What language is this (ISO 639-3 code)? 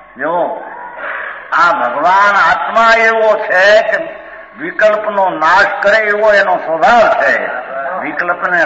guj